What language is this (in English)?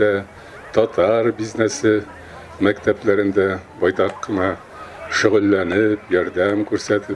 Tatar